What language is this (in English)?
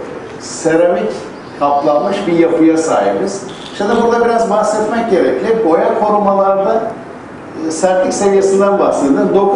Turkish